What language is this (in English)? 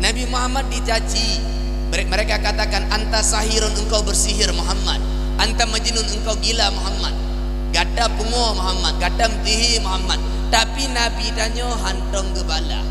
Achinese